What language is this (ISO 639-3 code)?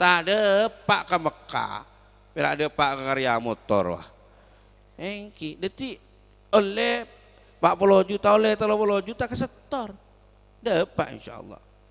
mad